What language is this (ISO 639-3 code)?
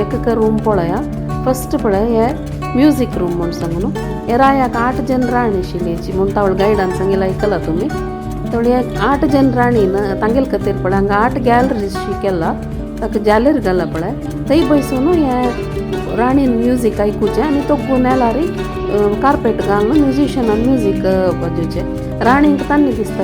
kok